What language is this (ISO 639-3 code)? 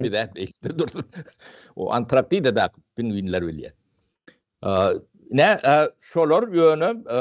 tuk